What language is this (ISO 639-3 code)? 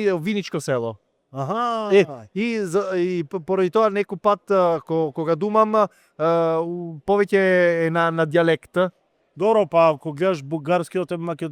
mkd